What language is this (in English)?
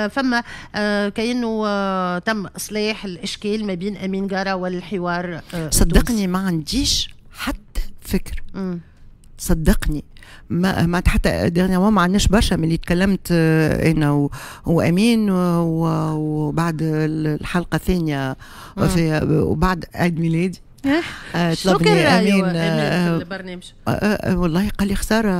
Tunisian Arabic